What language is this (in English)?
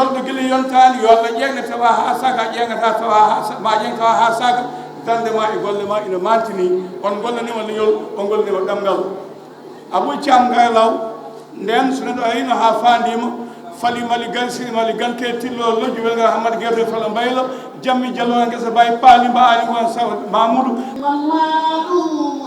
Fula